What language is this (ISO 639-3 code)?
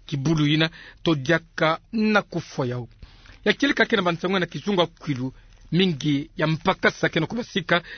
ktu